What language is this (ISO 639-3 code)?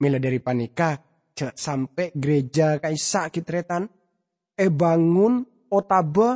mad